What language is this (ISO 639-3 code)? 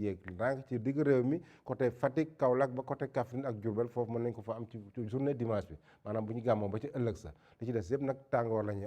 wol